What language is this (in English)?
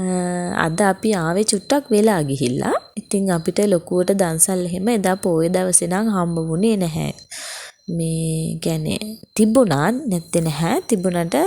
Sinhala